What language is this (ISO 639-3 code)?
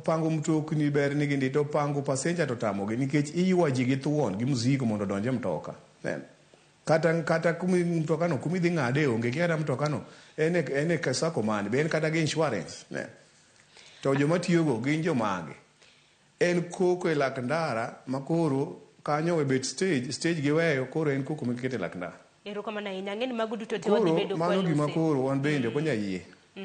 luo